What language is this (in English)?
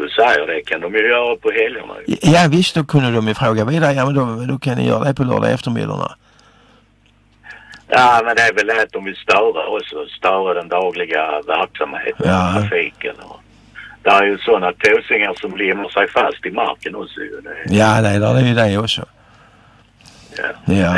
Swedish